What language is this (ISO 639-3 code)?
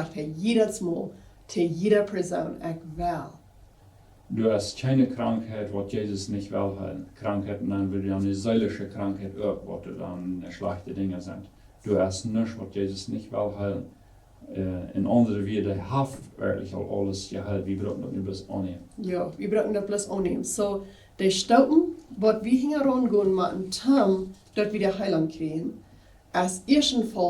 pdt